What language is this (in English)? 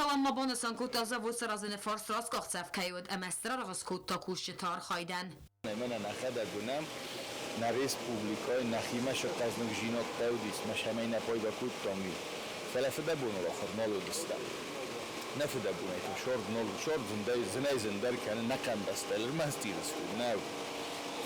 Ossetic